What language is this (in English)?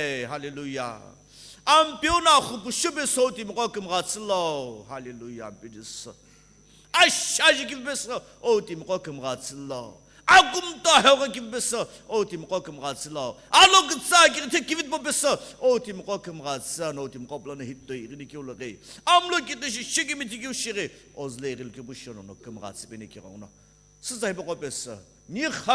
Sumi Naga